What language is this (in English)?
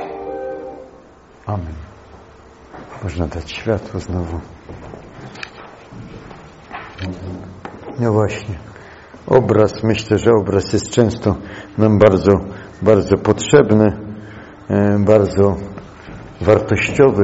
Polish